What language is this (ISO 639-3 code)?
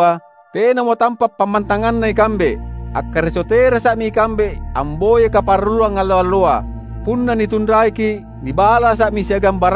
mak